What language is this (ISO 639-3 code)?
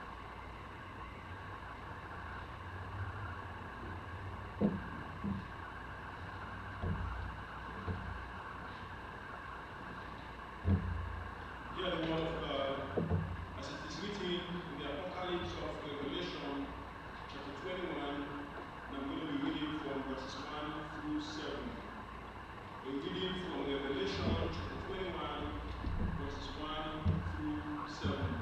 eng